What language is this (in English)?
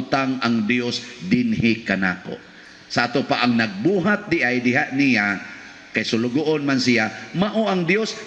Cebuano